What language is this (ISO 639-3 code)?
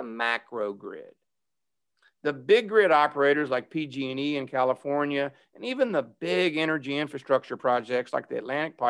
eng